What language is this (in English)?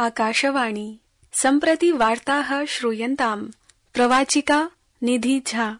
Sanskrit